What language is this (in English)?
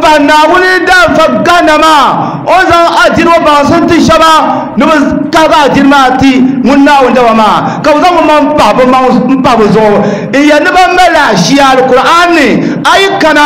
Dagbani